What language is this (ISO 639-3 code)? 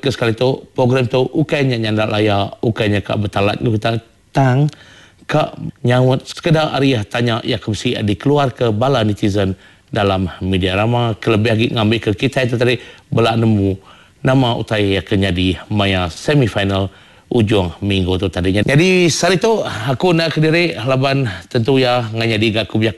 iba